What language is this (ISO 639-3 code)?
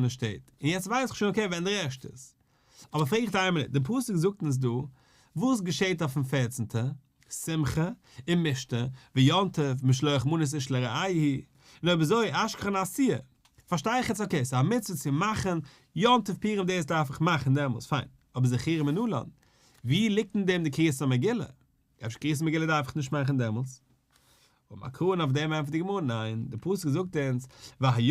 yid